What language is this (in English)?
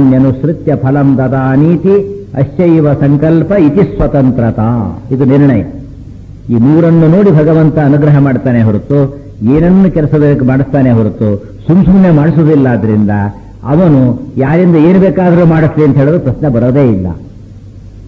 Kannada